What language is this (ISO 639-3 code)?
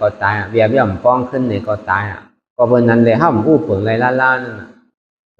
shn